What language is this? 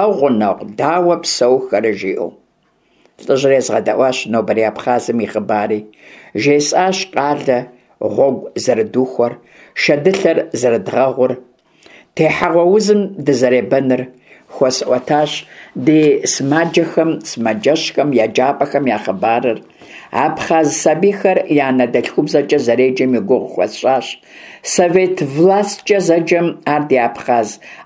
Kabardian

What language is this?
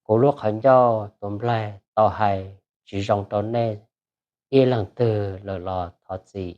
Hmong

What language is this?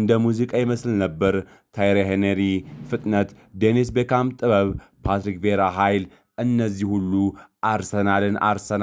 Amharic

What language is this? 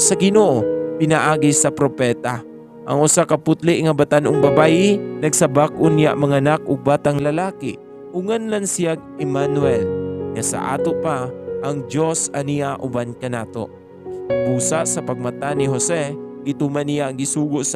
Cebuano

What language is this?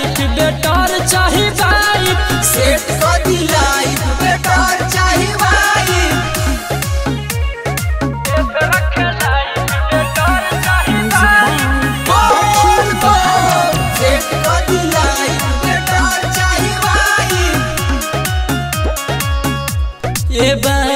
Bhojpuri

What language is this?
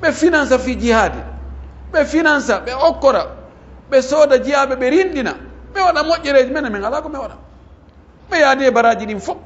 Pular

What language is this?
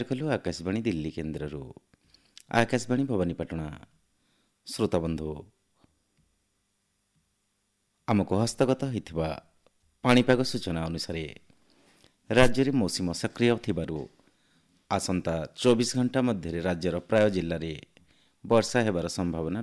Odia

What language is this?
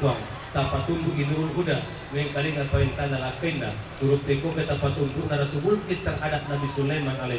Buginese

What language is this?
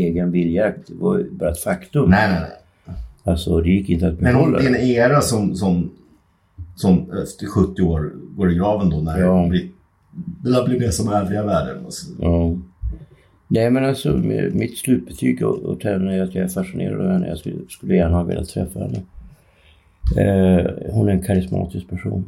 Swedish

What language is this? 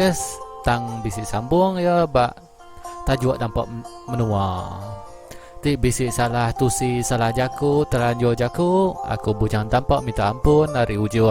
Iban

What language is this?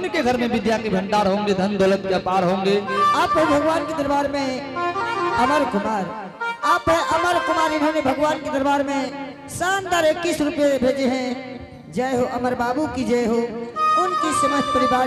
Angika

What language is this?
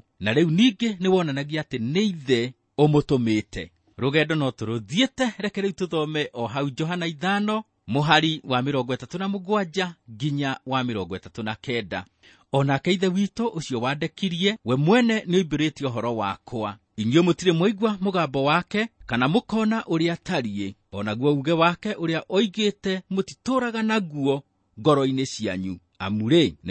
Kikuyu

